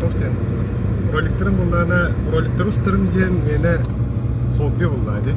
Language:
Yakut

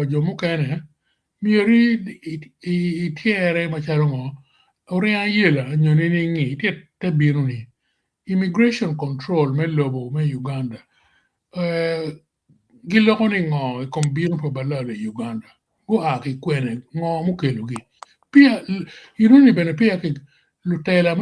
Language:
Acoli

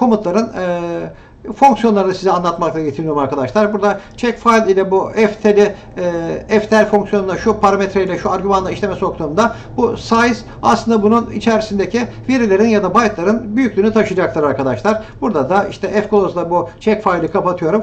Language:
Turkish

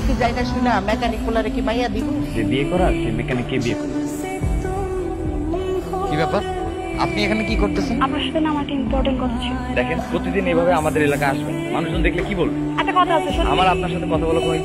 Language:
Bangla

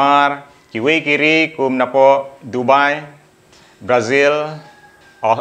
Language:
Khasi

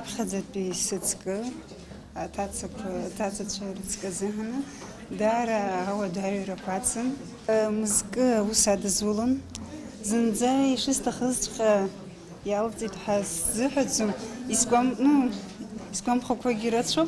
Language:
Abkhazian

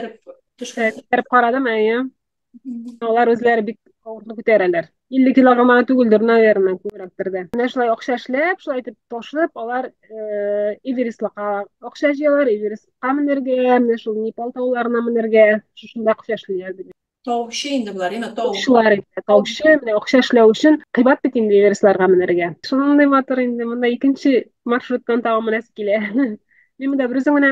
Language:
Tatar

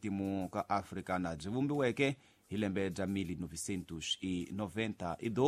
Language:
Tsonga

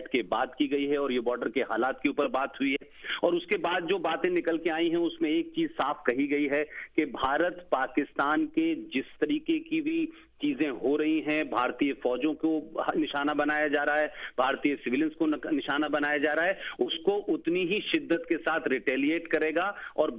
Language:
Urdu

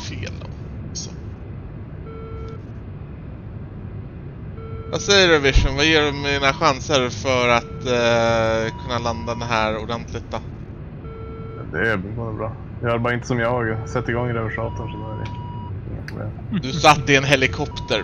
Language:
Swedish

